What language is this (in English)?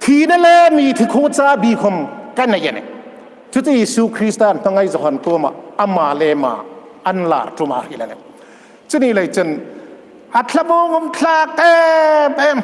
Hmar